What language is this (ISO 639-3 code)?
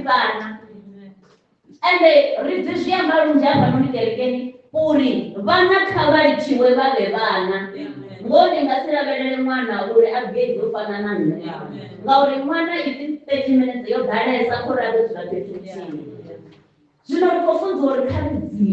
ven